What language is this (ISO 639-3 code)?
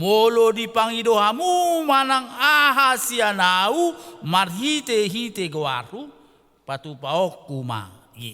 bbc